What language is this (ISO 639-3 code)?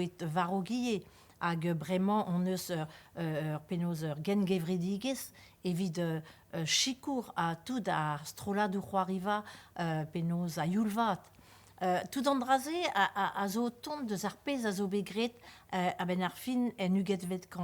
bre